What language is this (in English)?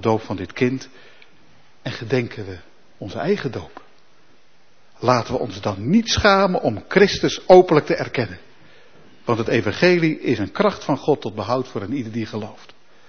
Dutch